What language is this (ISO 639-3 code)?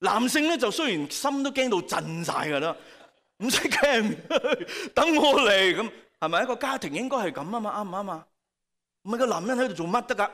yue